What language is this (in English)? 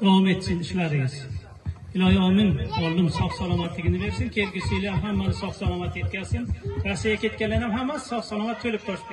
Uzbek